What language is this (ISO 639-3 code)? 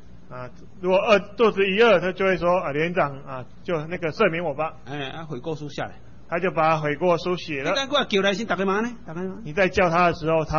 zho